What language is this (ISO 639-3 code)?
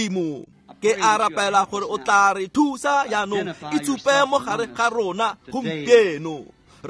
tsn